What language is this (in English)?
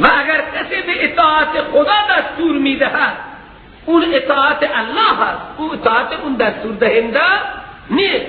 Persian